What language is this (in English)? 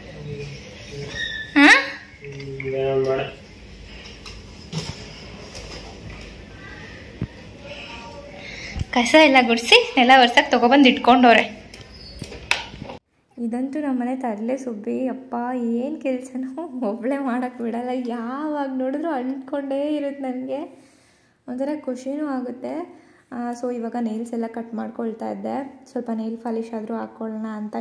Kannada